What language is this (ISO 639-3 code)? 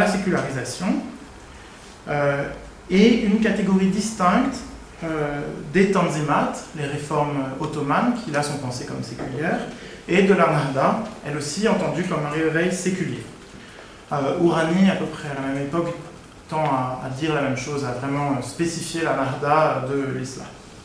fra